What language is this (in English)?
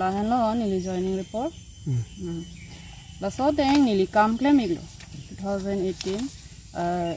Karbi